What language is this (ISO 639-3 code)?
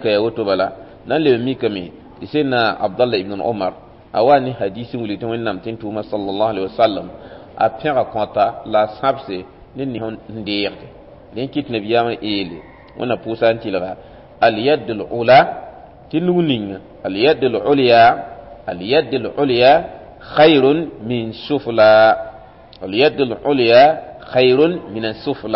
mos